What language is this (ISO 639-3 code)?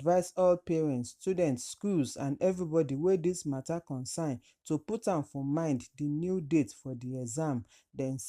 pcm